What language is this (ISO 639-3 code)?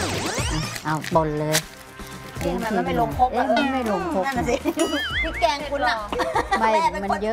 tha